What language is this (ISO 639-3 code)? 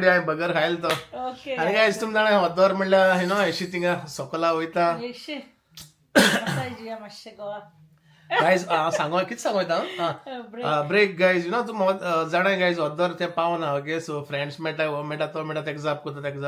kok